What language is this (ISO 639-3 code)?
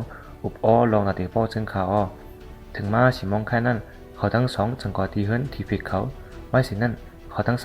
shn